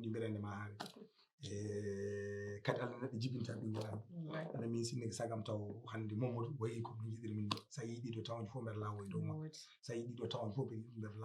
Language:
Fula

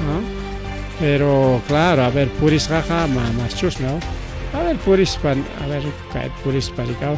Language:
Ayacucho Quechua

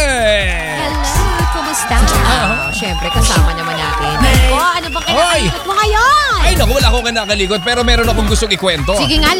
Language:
Filipino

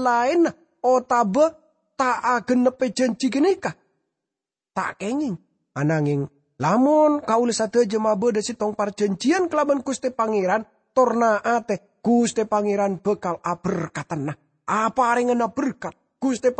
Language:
Madurese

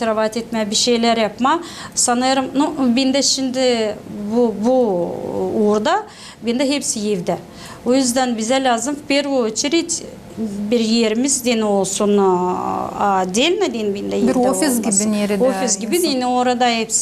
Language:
Gagauz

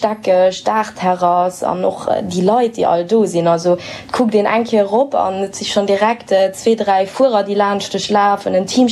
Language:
Luxembourgish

